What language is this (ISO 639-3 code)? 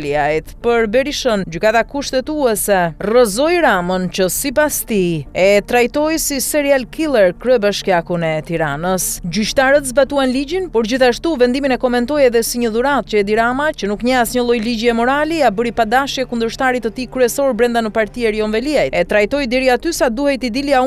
sqi